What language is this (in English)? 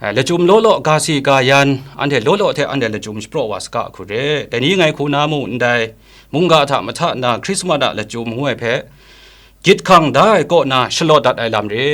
Kachin